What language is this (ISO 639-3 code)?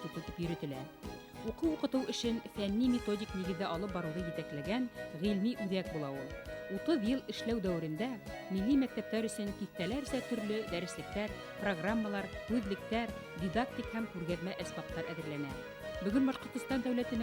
bak